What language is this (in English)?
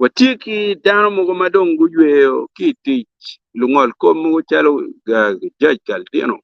Acoli